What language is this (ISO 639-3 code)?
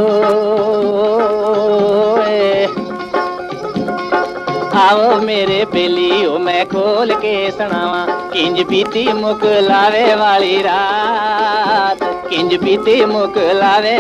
pan